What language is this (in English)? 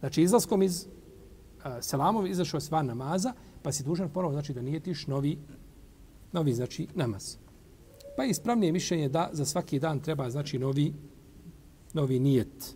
Bosnian